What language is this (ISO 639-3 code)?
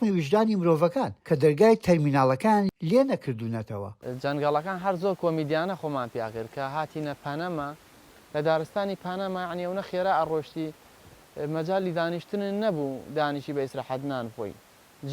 ckb